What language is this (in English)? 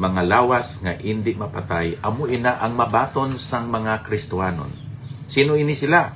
Hiligaynon